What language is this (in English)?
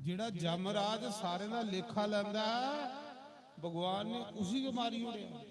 Dogri